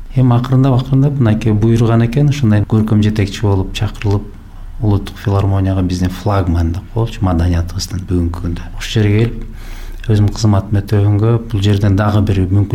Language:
Kyrgyz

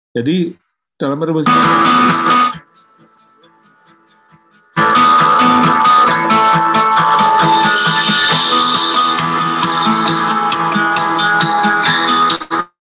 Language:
Indonesian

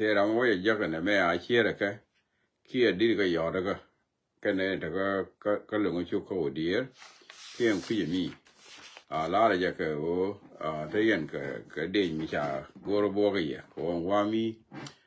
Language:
Nuer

